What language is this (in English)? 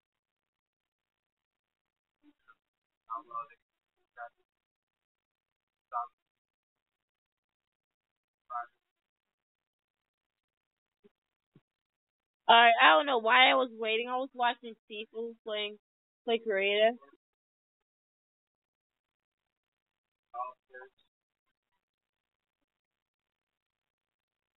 English